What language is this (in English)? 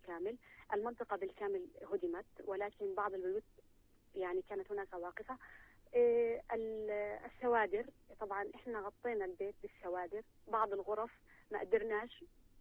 North Levantine Arabic